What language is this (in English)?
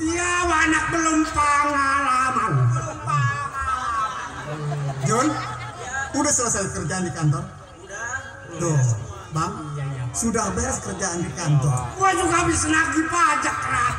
Betawi